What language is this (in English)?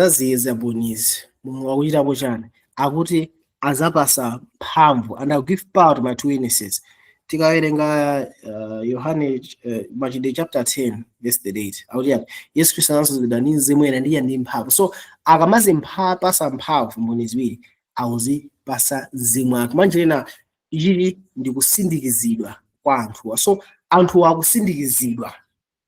Nyanja